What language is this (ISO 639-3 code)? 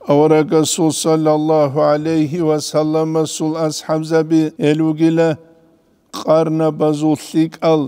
ava